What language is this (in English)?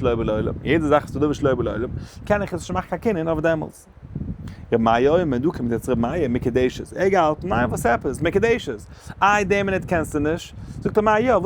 Yiddish